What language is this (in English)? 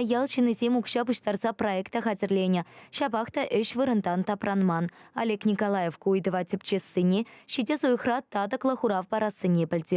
Chuvash